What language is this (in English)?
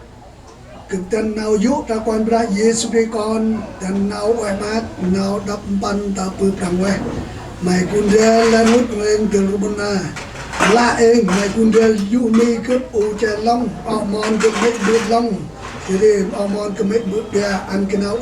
Central Mnong